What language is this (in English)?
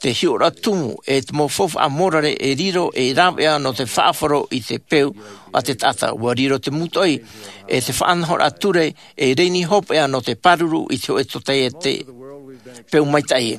Tahitian